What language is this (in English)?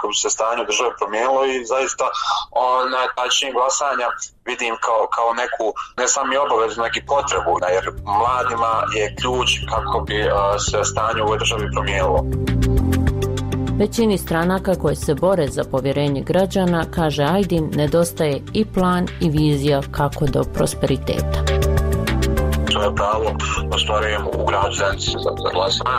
Bosnian